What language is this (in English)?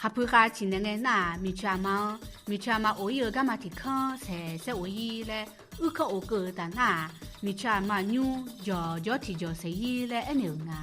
Akha